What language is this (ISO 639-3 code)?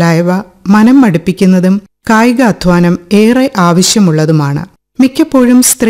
mal